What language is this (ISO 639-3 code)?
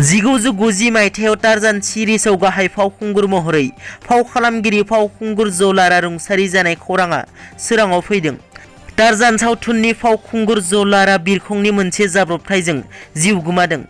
brx